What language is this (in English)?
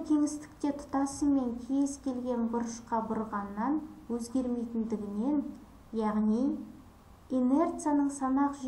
Kazakh